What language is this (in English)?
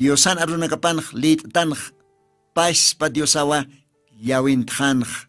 Aymara